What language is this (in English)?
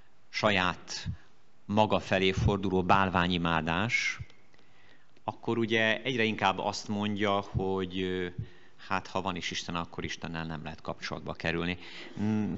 Hungarian